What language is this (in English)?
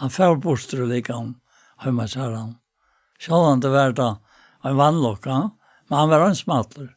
Faroese